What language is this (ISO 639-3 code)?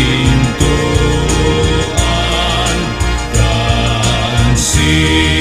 bik